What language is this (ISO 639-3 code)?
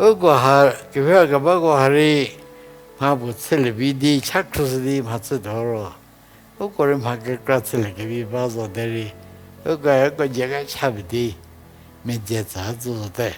njm